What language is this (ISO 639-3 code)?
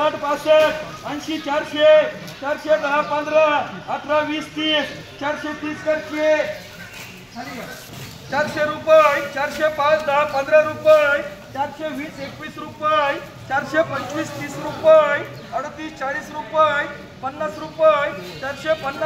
mar